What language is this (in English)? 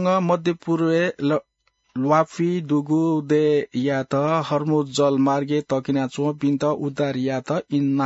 Newari